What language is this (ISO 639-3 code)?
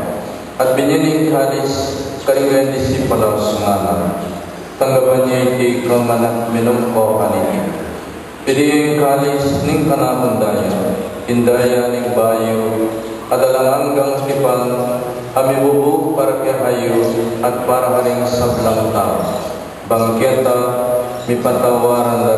pam